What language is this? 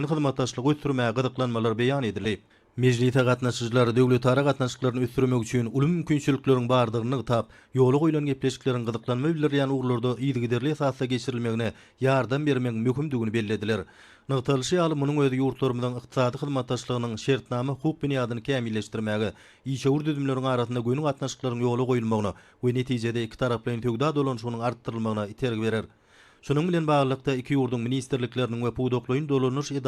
Turkmen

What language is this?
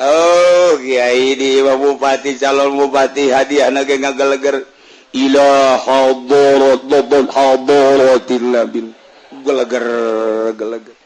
Sundanese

